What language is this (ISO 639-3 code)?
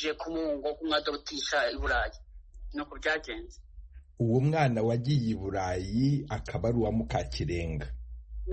kin